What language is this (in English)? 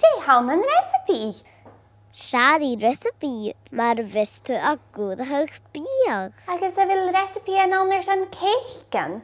Scottish Gaelic